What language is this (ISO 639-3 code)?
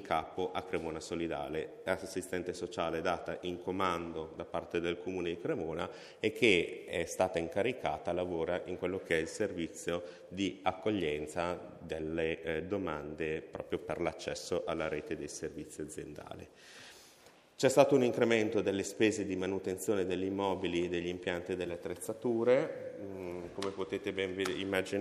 ita